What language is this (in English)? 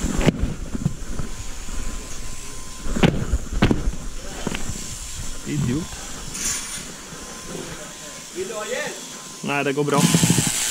Swedish